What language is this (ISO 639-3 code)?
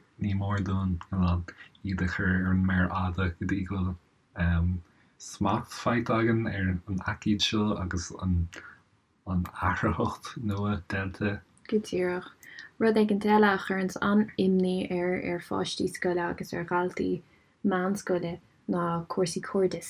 gle